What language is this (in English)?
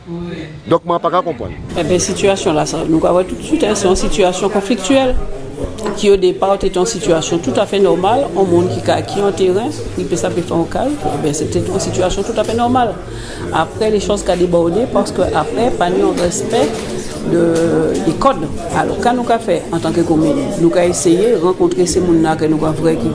Guadeloupean Creole French